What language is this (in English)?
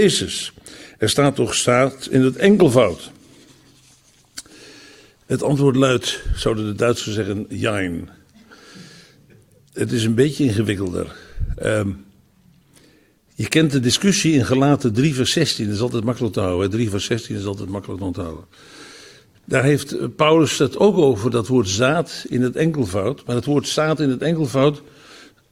Dutch